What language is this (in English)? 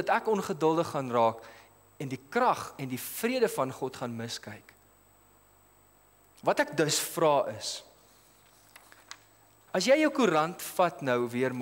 Afrikaans